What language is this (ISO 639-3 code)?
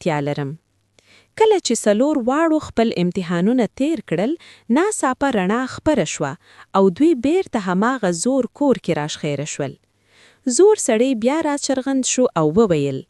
pus